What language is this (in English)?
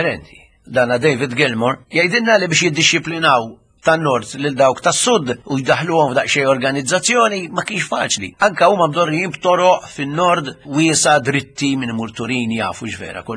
Maltese